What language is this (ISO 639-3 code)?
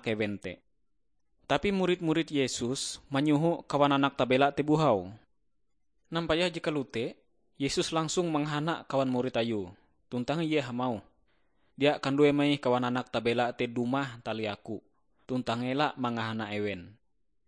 nij